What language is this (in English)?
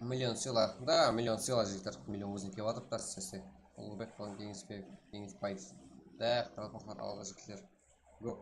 Kara-Kalpak